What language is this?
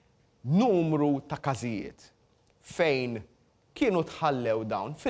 Maltese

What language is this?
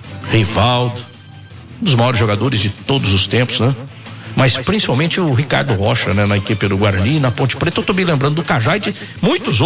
Portuguese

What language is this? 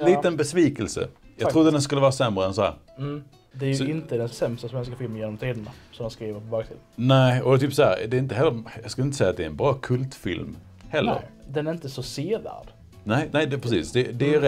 Swedish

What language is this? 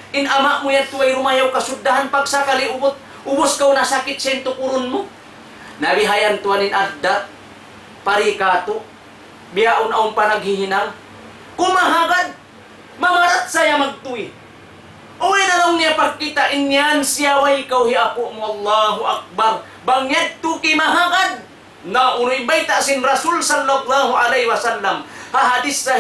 Tausug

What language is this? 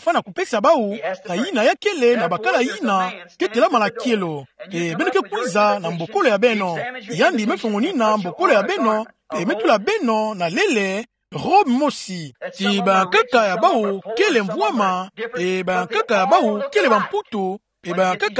Kituba (Democratic Republic of Congo)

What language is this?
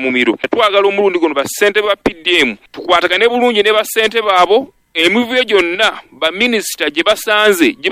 Ganda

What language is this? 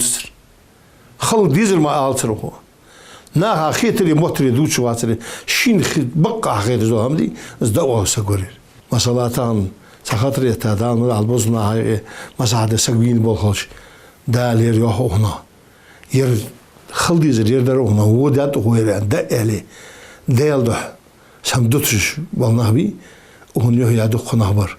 Ingush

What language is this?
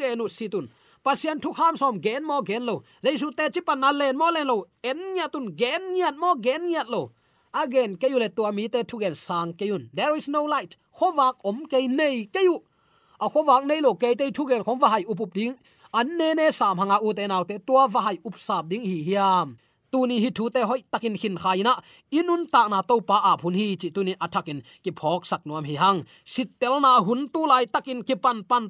Tedim Chin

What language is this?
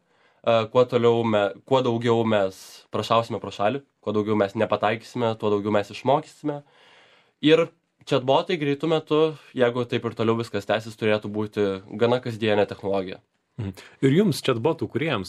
Lithuanian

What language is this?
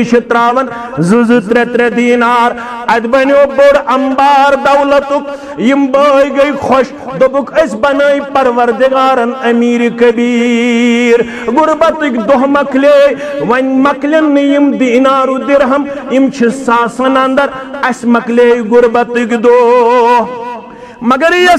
Kashmiri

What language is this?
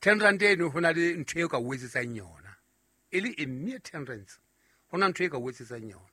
Southern Sotho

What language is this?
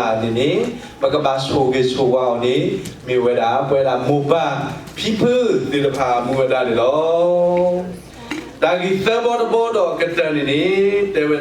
S'gaw Karen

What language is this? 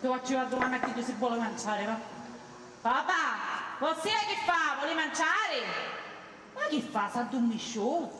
Sicilian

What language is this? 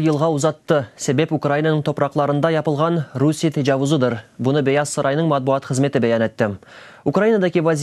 Crimean Tatar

